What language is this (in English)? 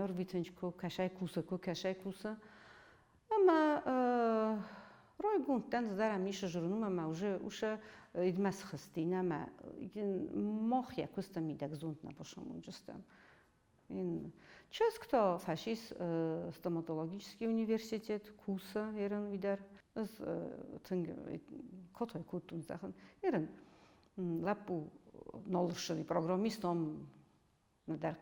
Ossetic